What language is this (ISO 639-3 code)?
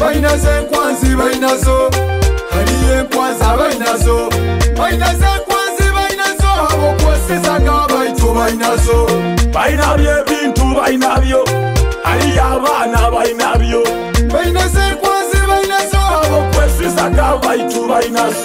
nyo